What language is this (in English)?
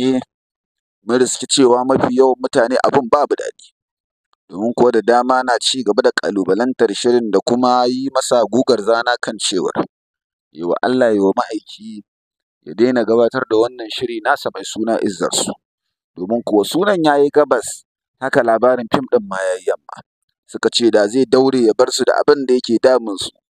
Hausa